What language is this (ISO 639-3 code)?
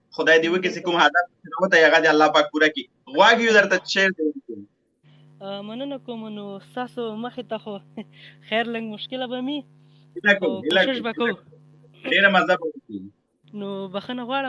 pus